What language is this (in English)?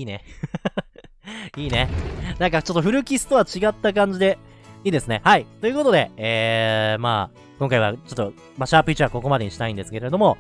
Japanese